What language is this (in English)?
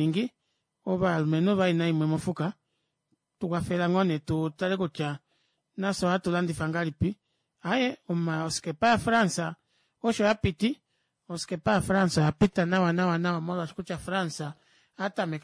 Kuanyama